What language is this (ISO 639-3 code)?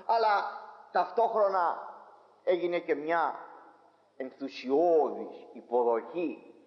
ell